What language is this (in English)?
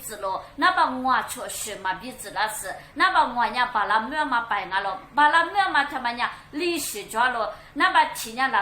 Lisu